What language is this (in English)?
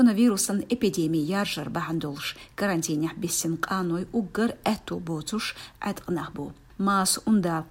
Chechen